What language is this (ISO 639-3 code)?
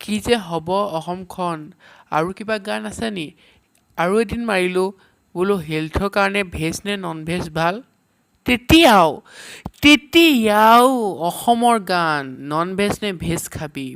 asm